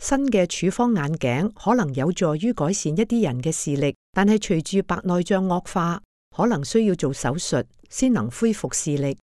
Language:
Cantonese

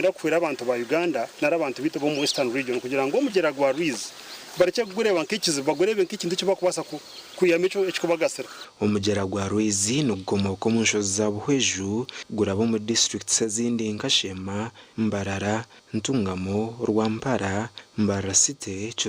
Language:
Nyankole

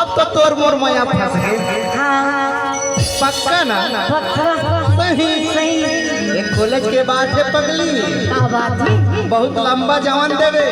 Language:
Chhattisgarhi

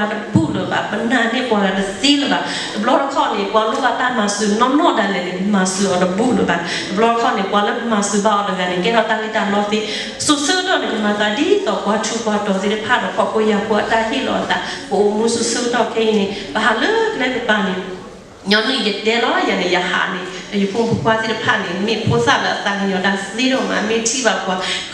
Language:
S'gaw Karen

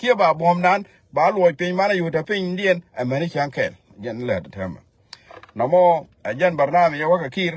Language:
Nuer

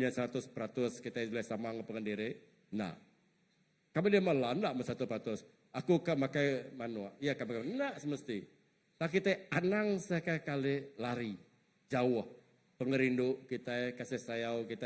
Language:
Iban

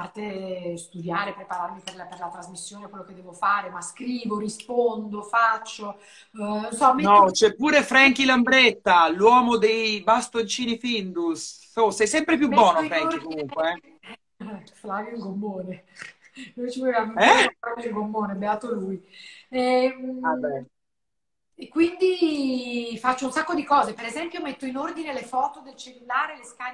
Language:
Italian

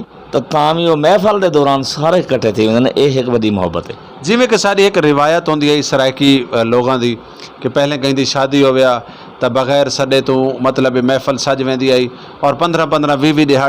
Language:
Saraiki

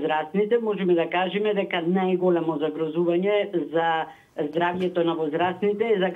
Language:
Macedonian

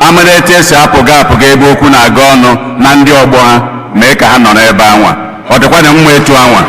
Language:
Igbo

